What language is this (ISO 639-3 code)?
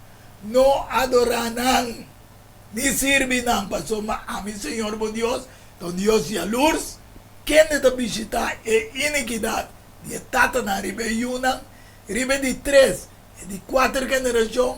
pap